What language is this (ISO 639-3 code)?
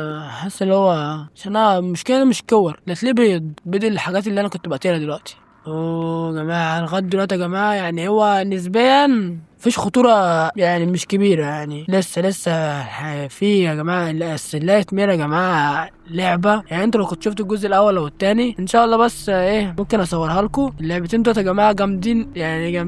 arz